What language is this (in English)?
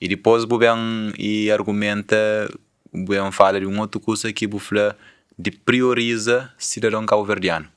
Kabuverdianu